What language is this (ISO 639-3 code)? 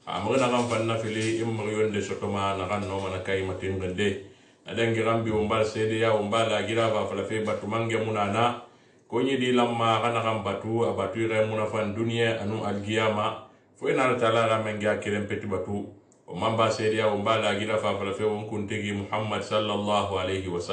sus